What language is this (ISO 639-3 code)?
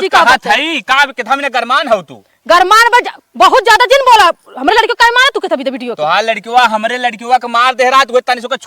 awa